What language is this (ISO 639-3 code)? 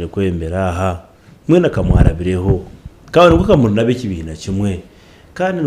nyn